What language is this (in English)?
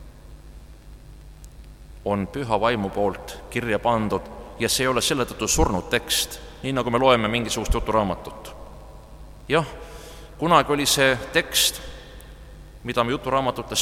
Estonian